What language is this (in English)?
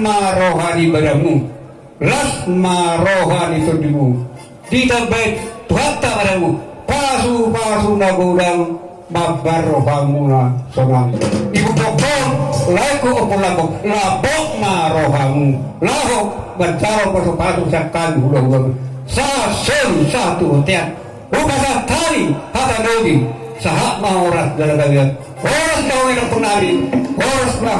Batak Toba